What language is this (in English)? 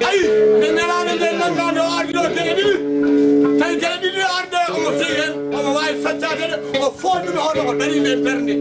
Fula